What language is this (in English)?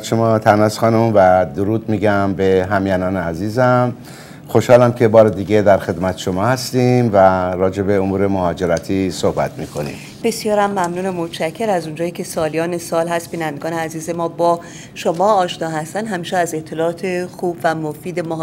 Persian